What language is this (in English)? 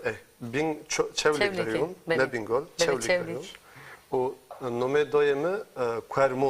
Zaza